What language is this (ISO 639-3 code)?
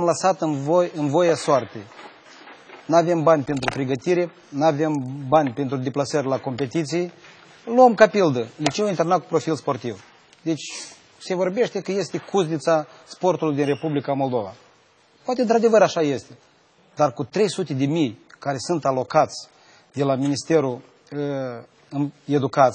ron